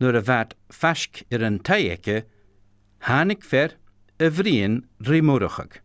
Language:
Scottish Gaelic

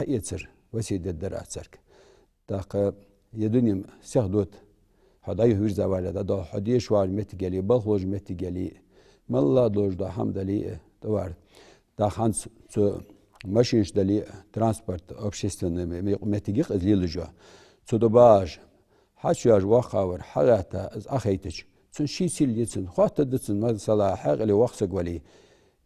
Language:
Ingush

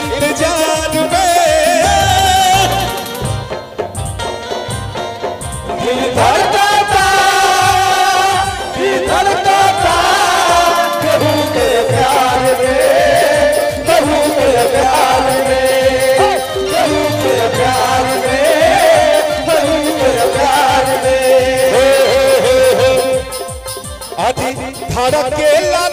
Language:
Bhojpuri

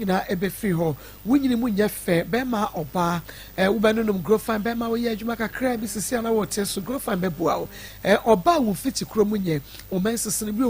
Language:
Akan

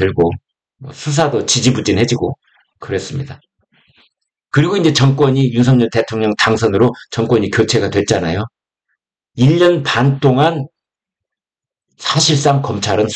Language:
Korean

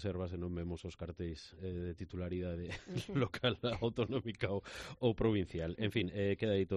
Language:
Galician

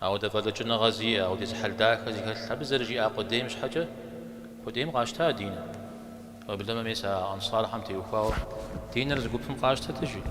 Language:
Kabardian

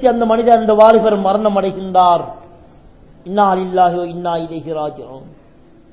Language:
Tamil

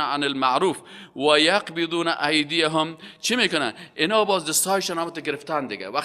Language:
Persian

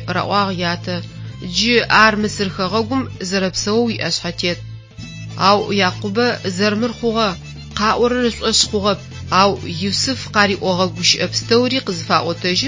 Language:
Adyghe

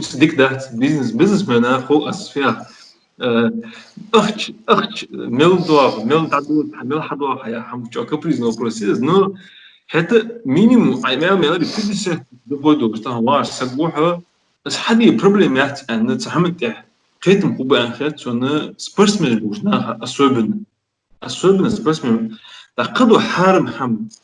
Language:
Ingush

